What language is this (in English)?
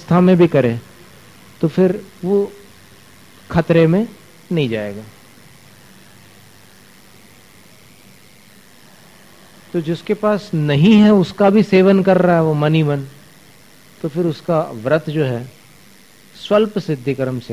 Hindi